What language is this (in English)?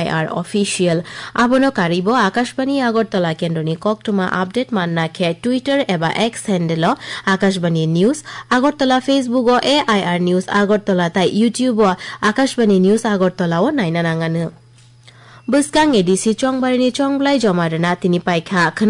Kok Borok